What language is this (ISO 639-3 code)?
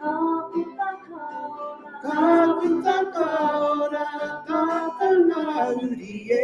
mri